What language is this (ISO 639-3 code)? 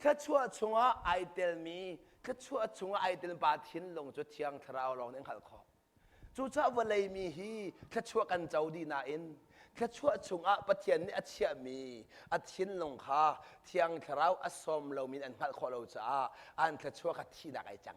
cnh